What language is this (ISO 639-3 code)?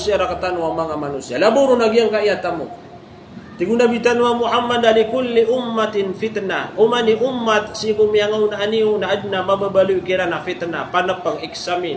mrw